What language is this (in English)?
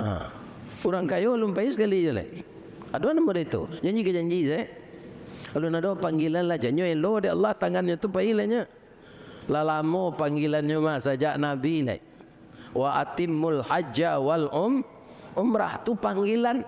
Minangkabau